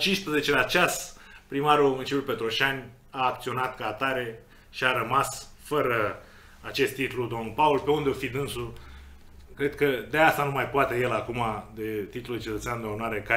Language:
Romanian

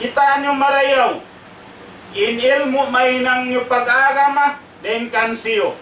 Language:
Tausug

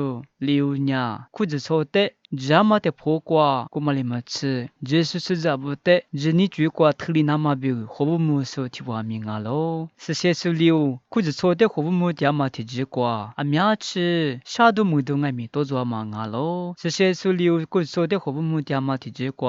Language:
Lisu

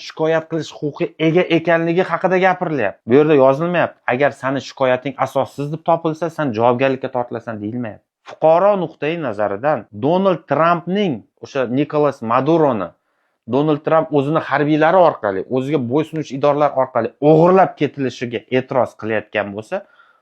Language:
Uzbek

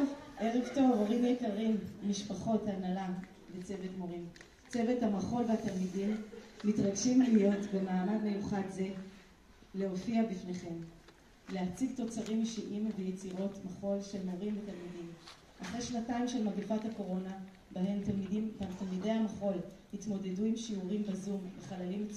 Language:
Hebrew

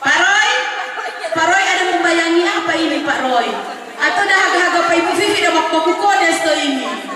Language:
Manado Malay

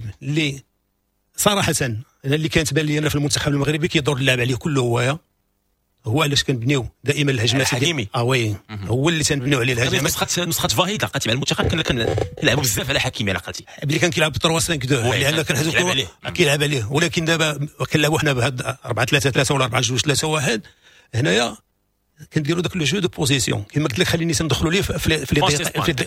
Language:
Moroccan Arabic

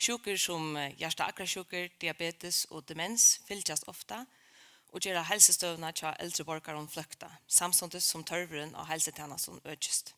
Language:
Faroese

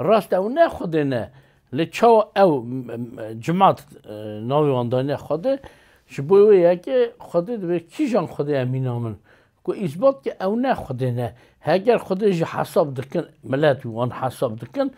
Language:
Kurdish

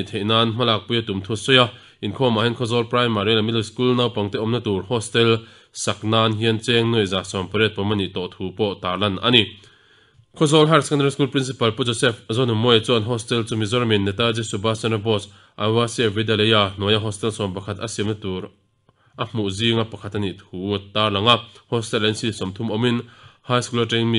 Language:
Mizo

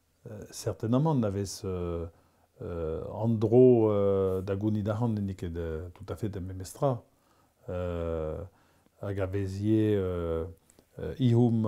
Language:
Breton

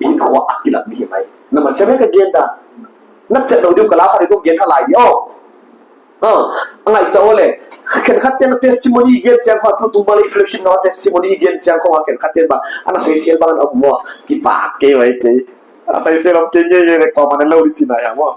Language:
Paite Chin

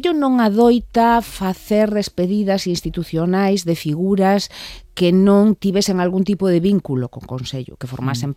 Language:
Galician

